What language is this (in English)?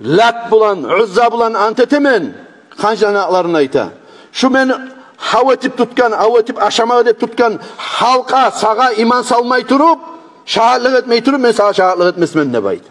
Kumyk